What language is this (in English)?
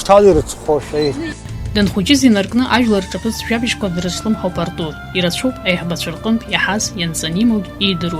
Abkhazian